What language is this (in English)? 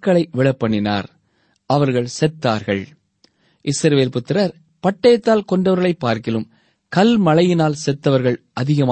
Tamil